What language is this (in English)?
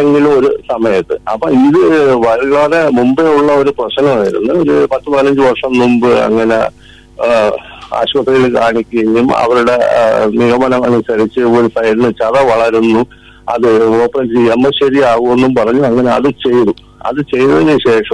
Malayalam